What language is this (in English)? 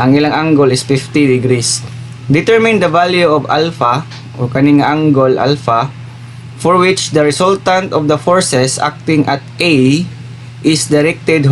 Cebuano